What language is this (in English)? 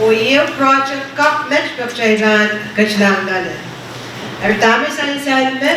Pohnpeian